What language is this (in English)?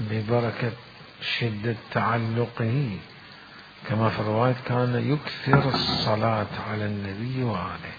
Mesopotamian Arabic